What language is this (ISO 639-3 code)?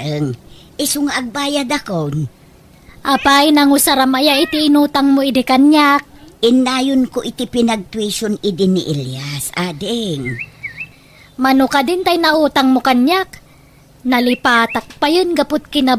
ilo